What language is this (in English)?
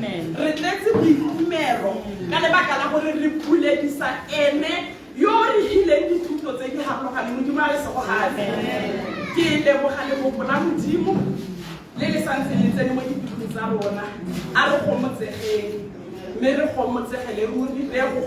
Tswana